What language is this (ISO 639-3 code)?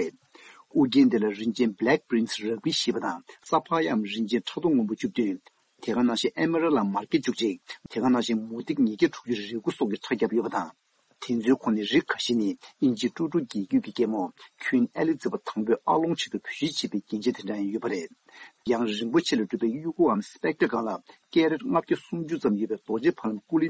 bod